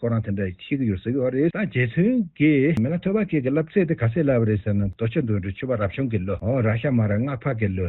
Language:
Tibetan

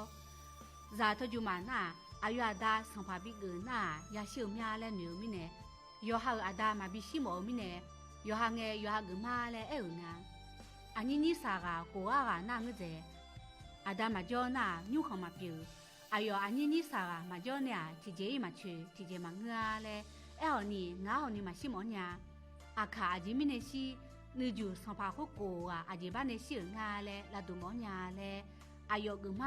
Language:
Akha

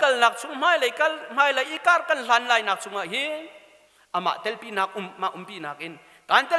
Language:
Hakha Chin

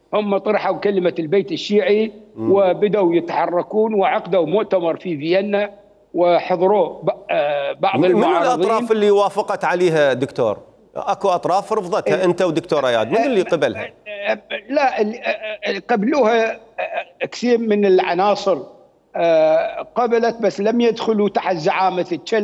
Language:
Mesopotamian Arabic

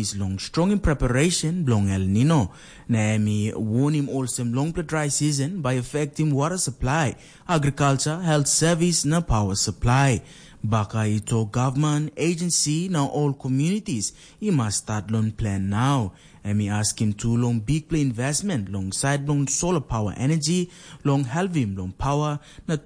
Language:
Tok Pisin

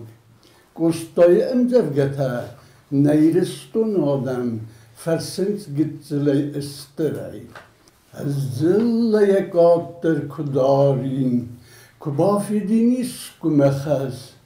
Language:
Ossetic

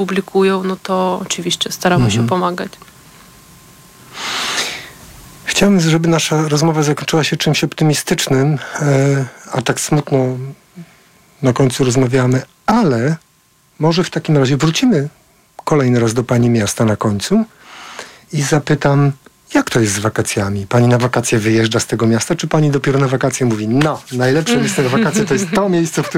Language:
Polish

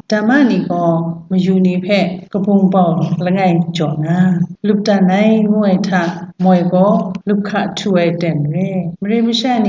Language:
Kachin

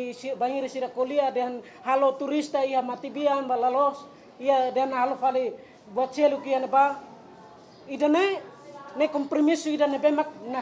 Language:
Tetum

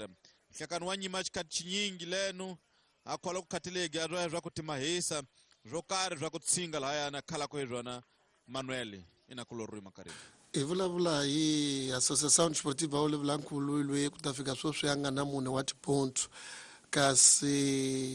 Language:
Tsonga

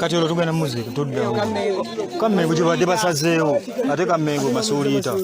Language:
Ganda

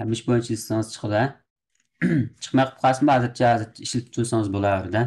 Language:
Uyghur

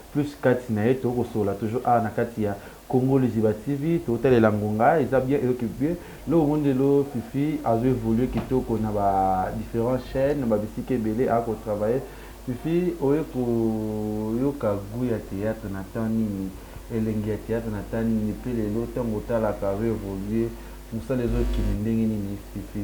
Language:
Lingala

